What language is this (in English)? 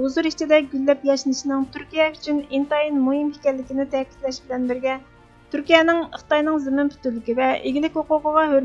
Uyghur